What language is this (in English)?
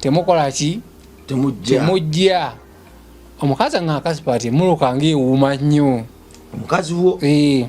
Ganda